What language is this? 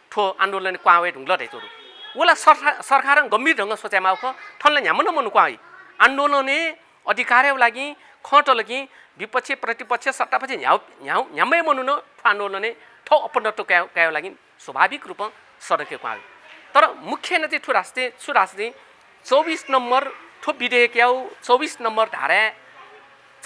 Newari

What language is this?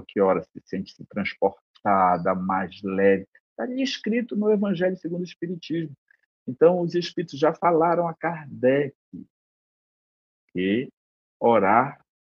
Portuguese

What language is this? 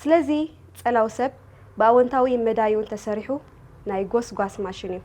Tigrinya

